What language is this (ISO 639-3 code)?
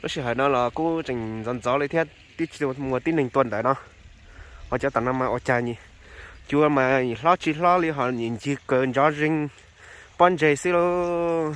hmn